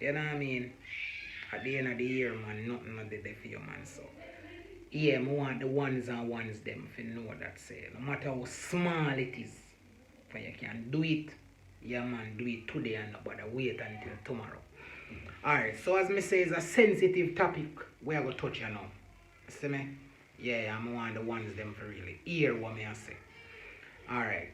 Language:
Jamaican Creole English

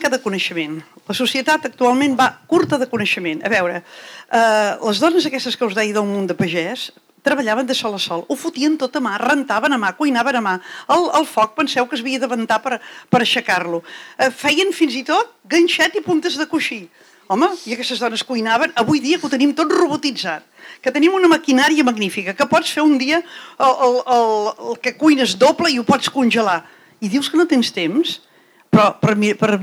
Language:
Catalan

